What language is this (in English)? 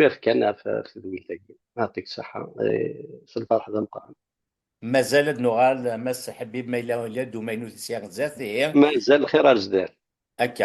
Kabyle